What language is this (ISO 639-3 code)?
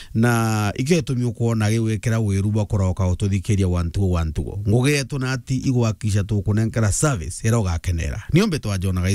mer